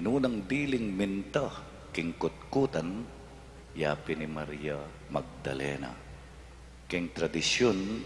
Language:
Pampanga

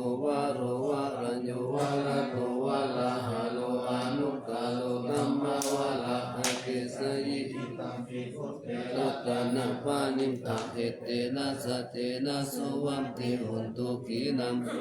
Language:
Pali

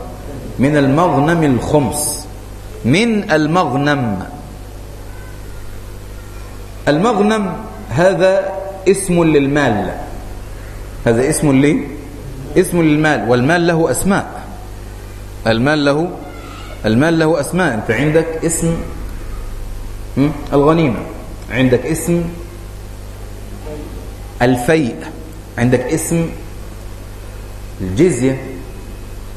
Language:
Arabic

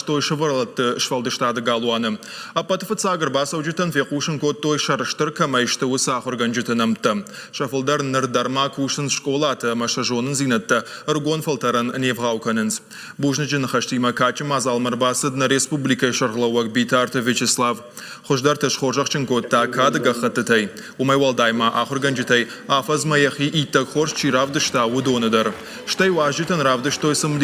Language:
Ossetic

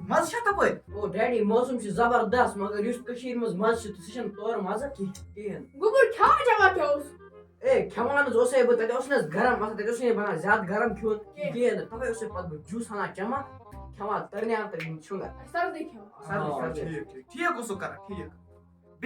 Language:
Kashmiri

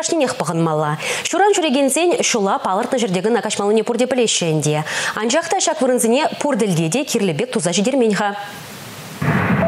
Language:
Chuvash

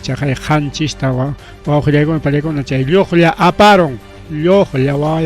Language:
Ayacucho Quechua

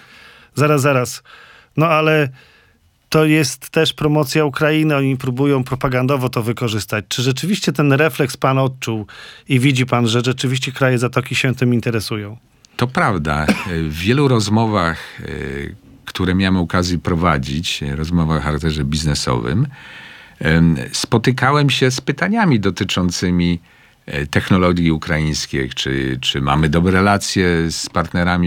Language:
Polish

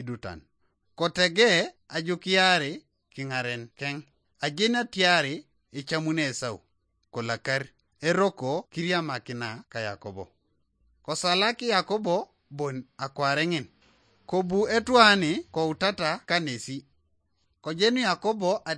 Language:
Teso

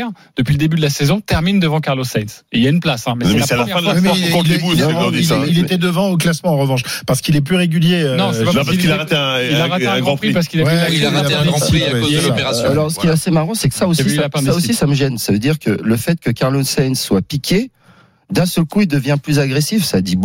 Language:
French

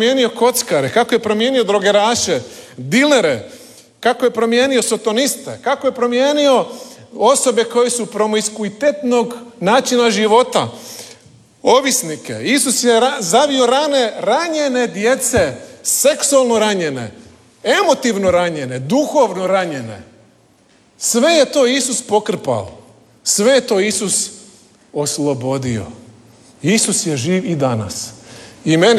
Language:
Croatian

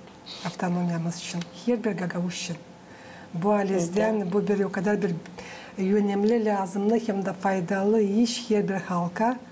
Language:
Gagauz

